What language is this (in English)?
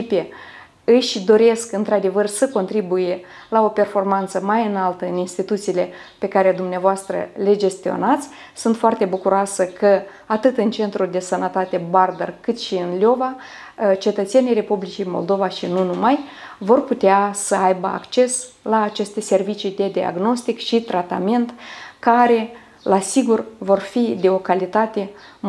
Romanian